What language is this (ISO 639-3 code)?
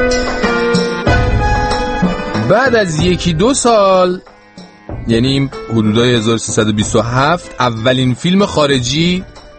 fas